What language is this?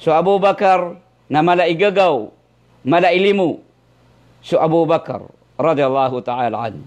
Maranao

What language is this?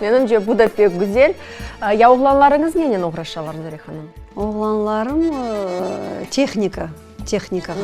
Crimean Tatar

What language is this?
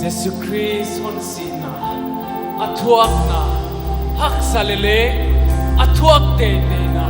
Paite Chin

